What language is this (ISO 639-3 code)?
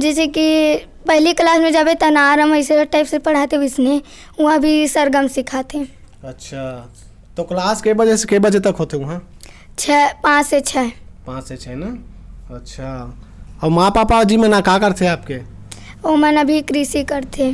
hne